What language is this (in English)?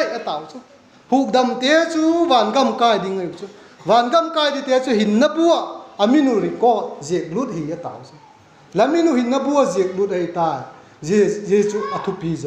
Vaiphei